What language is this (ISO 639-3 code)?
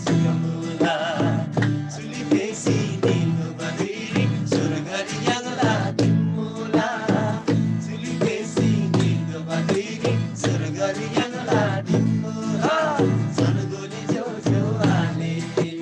taj